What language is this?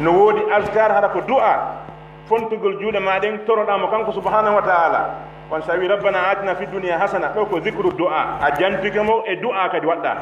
Pular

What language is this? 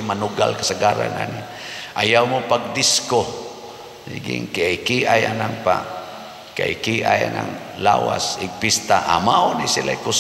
Cebuano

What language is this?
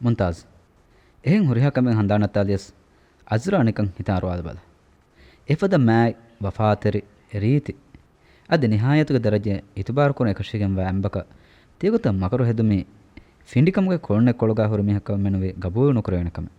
Divehi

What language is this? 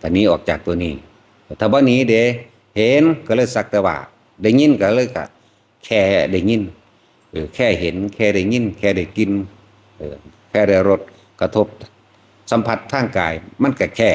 Northeastern Thai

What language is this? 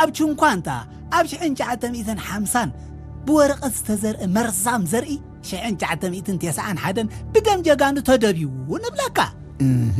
Tigrinya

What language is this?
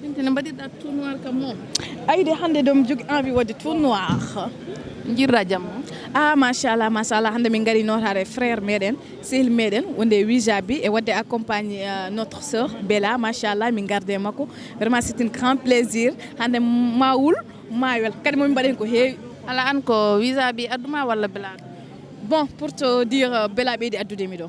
Fula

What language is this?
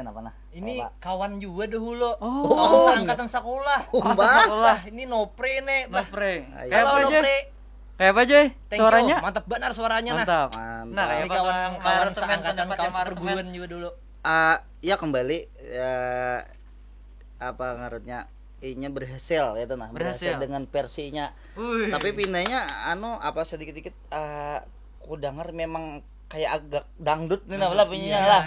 Banjar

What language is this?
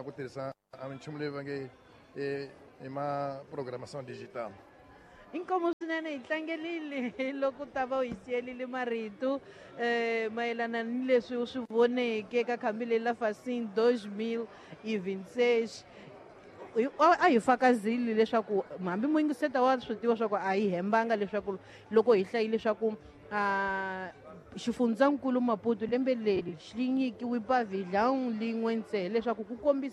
Tsonga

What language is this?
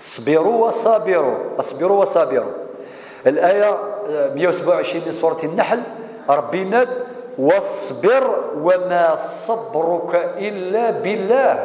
Kabyle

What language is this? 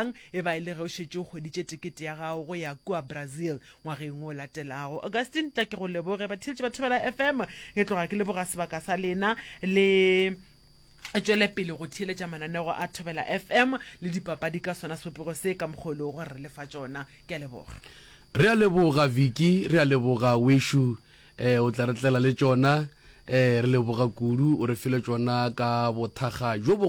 Northern Sotho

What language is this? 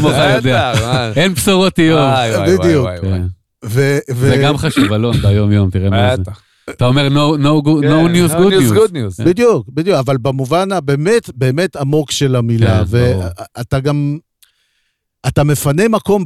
Hebrew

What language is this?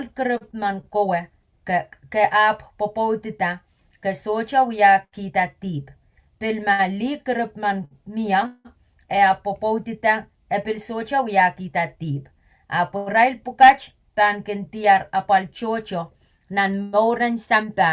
Pohnpeian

